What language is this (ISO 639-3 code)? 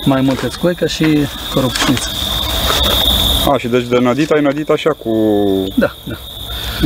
ron